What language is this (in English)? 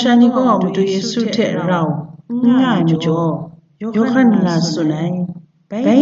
Kachin